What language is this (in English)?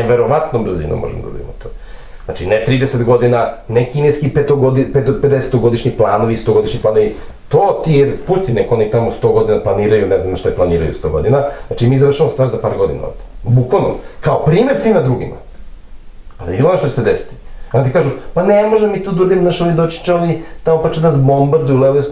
Serbian